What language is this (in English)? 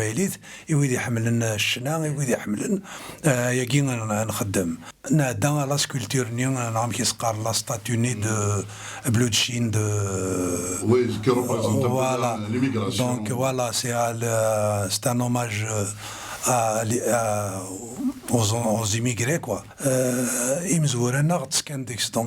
Kabyle